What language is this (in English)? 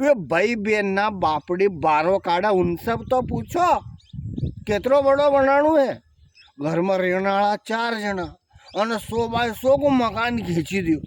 Rajasthani